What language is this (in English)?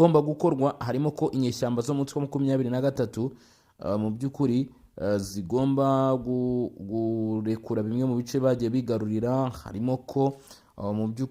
Kinyarwanda